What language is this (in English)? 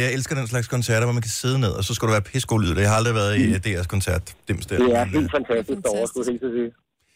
Danish